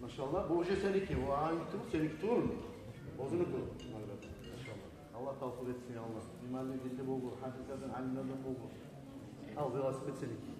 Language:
Kumyk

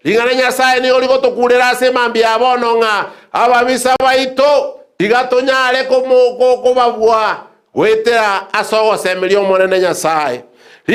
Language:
Gusii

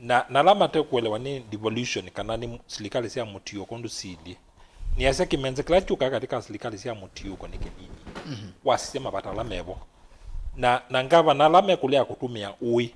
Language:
Kamba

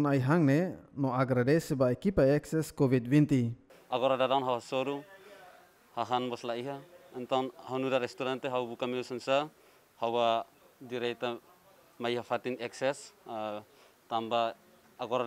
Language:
Tetum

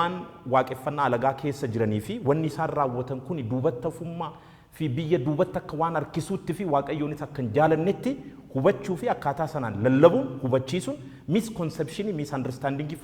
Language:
Oromo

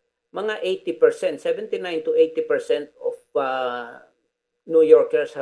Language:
Hiligaynon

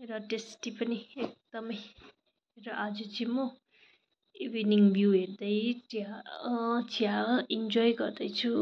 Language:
Nepali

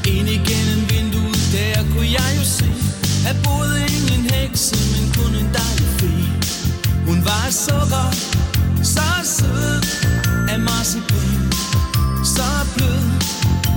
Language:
Danish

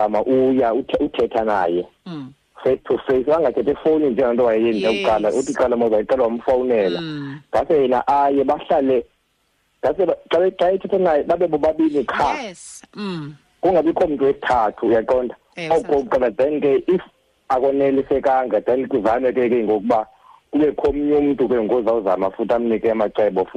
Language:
Xhosa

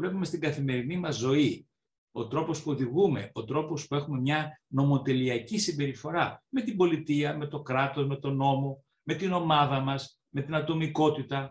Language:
Greek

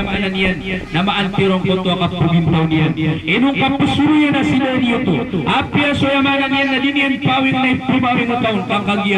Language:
Maranao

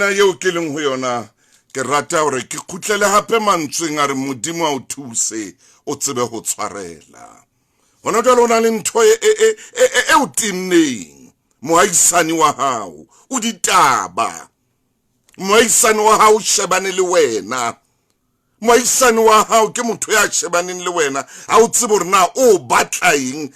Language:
Southern Sotho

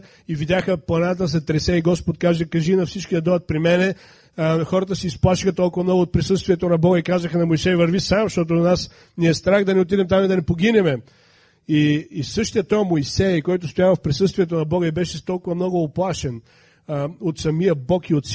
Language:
Bulgarian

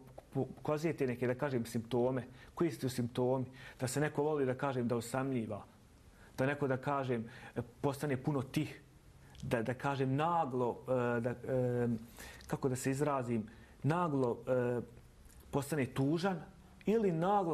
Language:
Bosnian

